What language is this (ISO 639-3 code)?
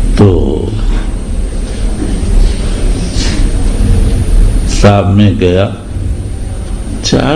urd